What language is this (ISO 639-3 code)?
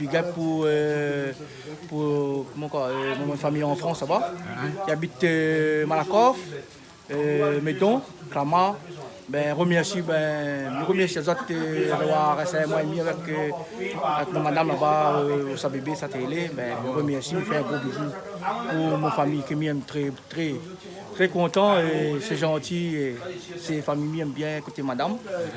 rcf